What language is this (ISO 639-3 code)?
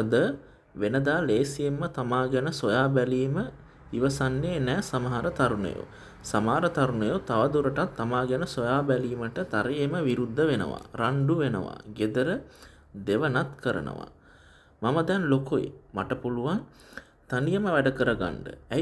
sin